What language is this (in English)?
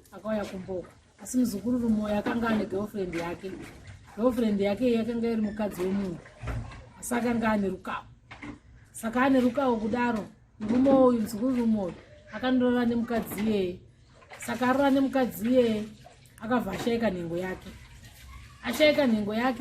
Shona